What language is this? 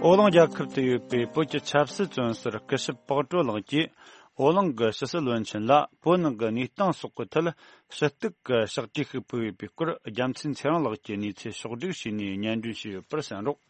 Tibetan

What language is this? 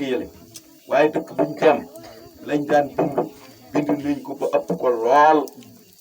Wolof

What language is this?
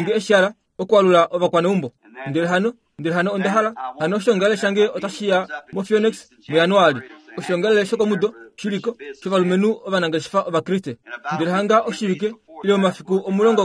Kuanyama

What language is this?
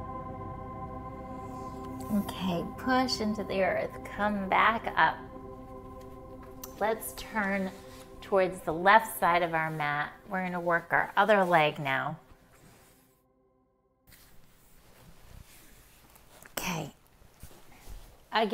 English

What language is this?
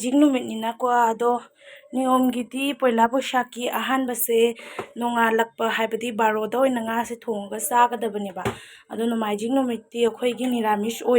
Manipuri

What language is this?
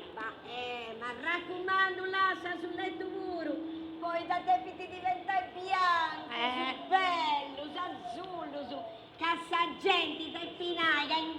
Sardinian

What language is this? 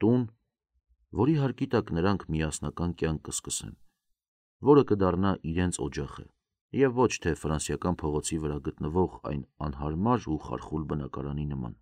Armenian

